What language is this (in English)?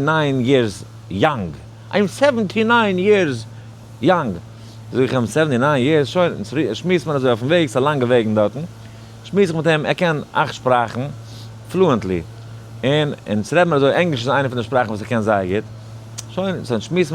Yiddish